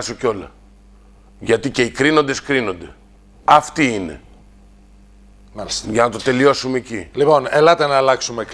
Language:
Greek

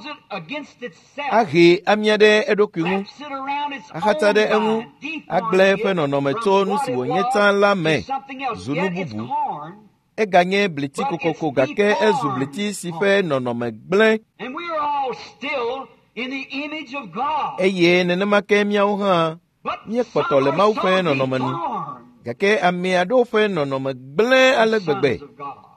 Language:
Ewe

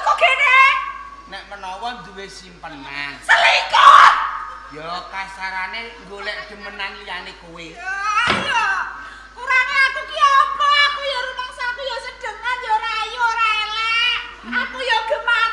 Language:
Javanese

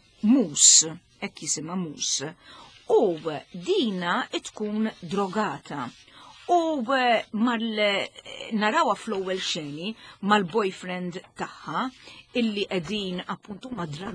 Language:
Maltese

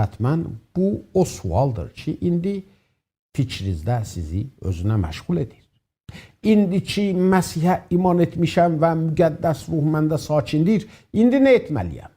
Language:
South Azerbaijani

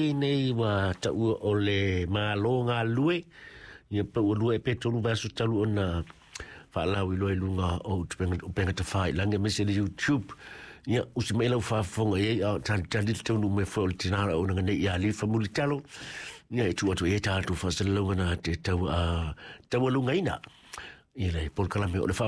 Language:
Samoan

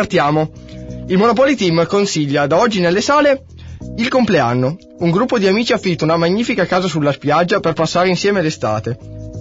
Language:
Italian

